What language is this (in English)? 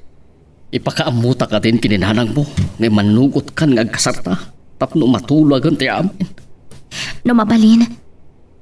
Iloko